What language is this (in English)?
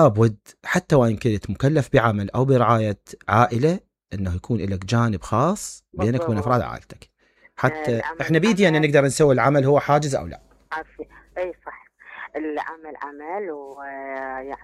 Mesopotamian Arabic